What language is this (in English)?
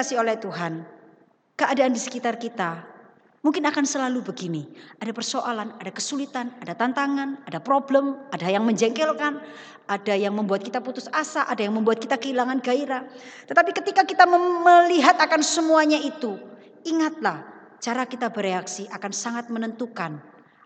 Indonesian